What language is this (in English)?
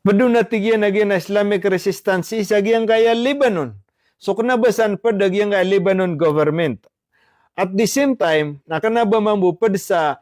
Maranao